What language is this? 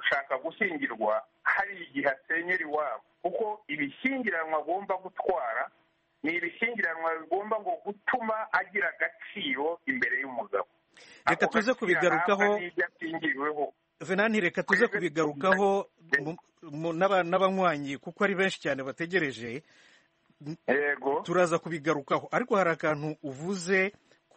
Kinyarwanda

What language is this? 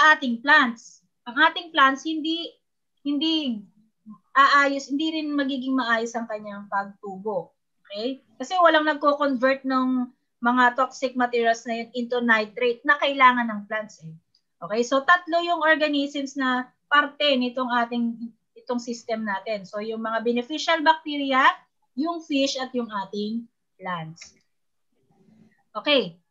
Filipino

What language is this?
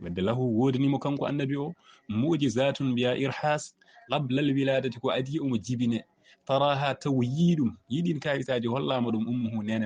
Fula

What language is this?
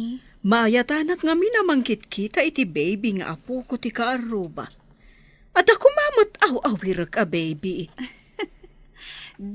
Iloko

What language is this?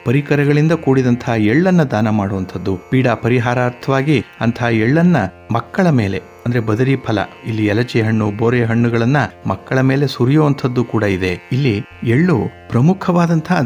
Kannada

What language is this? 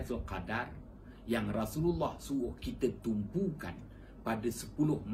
Malay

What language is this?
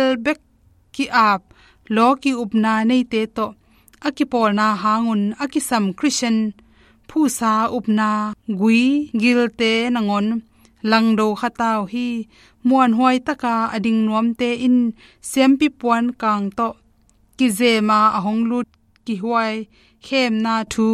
Tedim Chin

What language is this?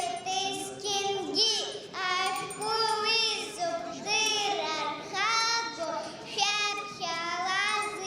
Abkhazian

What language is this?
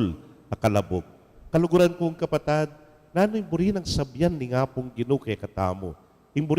Pampanga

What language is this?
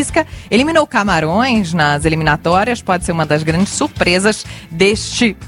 Portuguese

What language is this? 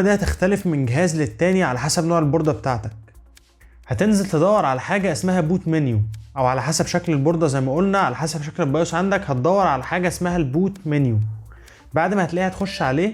Egyptian Arabic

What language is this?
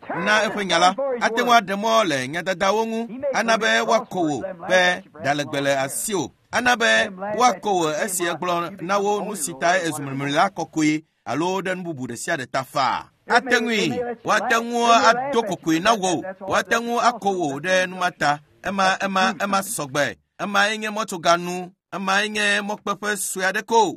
Ewe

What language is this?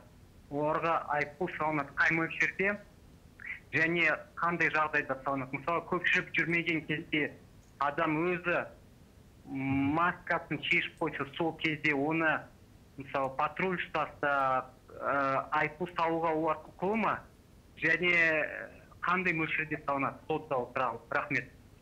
Kazakh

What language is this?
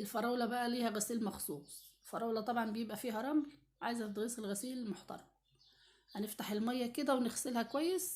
Egyptian Arabic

